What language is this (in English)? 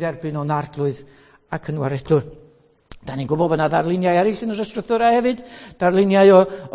Welsh